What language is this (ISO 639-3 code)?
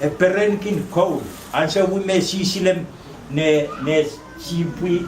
pon